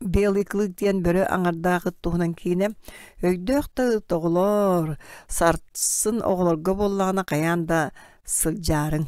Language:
Yakut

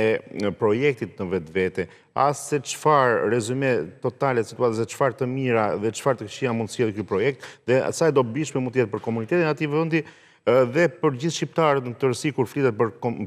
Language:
Albanian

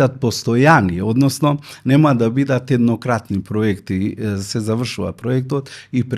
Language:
Macedonian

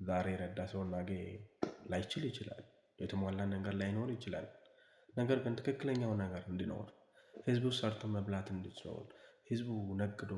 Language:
Amharic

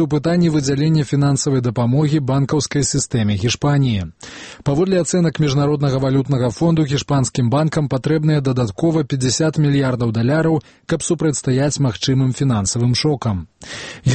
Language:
Belarusian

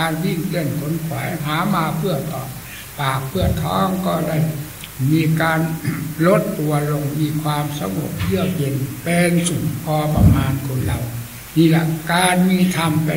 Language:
Thai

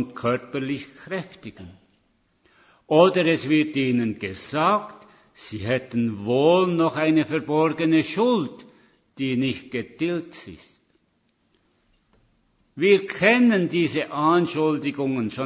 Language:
German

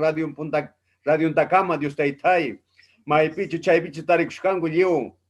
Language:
Ayacucho Quechua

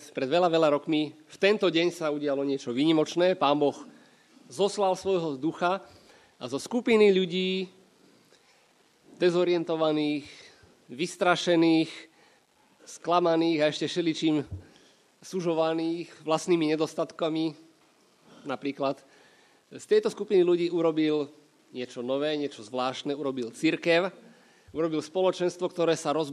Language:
Slovak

